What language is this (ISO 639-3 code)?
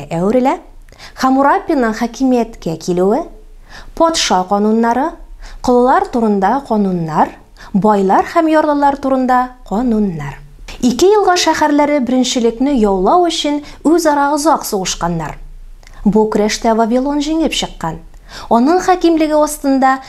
tat